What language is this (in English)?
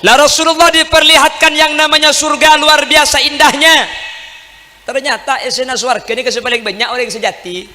Madurese